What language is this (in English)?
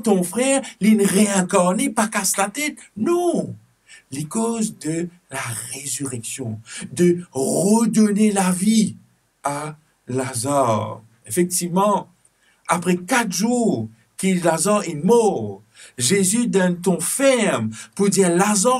Morisyen